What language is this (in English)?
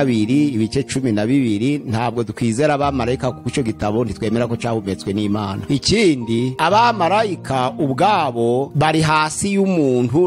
Kinyarwanda